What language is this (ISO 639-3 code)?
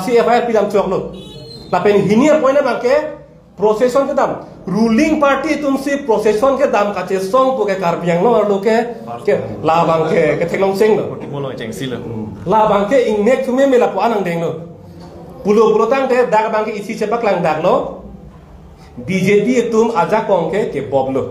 mjw